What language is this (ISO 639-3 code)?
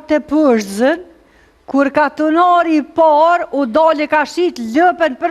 sqi